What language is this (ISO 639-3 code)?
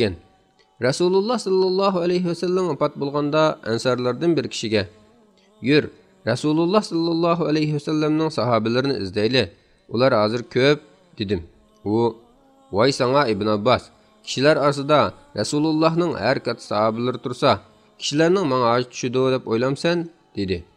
uig